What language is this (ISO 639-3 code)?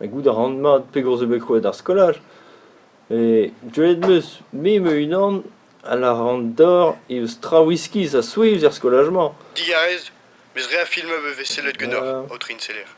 bre